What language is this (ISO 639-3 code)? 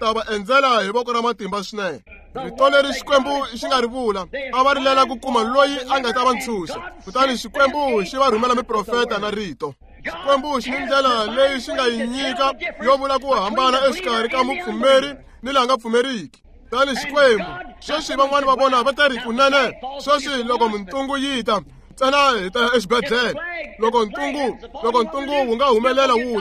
tso